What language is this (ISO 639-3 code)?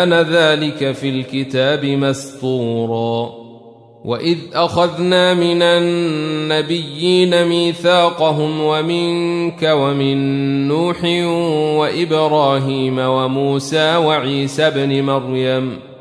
ara